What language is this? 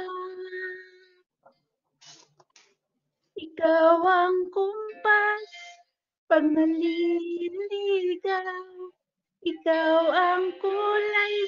Filipino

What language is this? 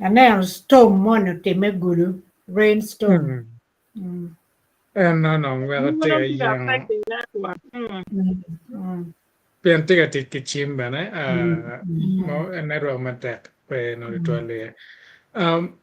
Acoli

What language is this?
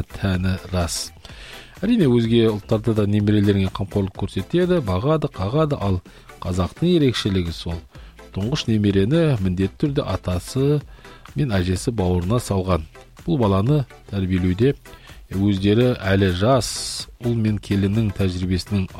Kazakh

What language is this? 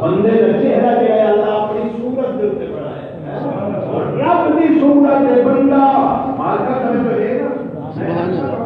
Saraiki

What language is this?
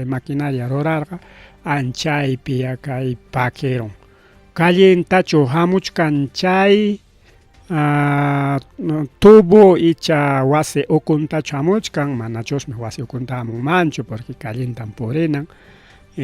Ayacucho Quechua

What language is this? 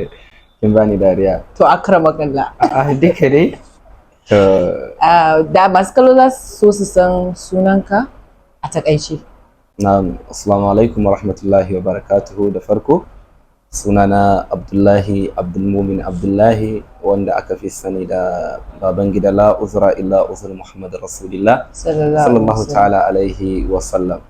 Hausa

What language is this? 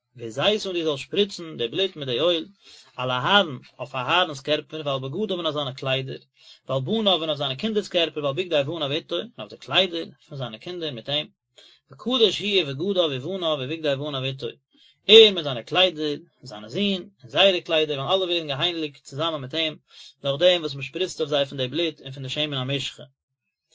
Yiddish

